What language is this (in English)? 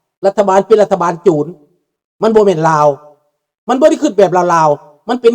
Lao